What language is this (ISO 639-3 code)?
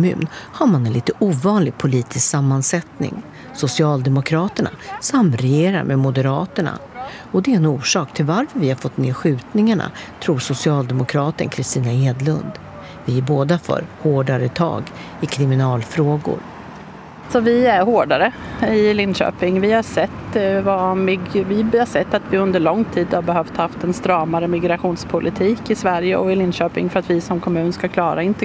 swe